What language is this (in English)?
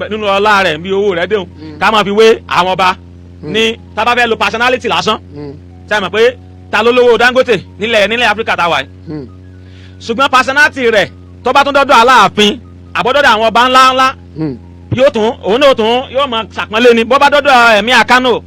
Yoruba